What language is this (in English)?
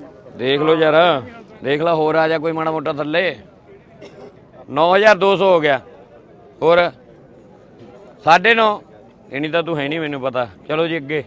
Punjabi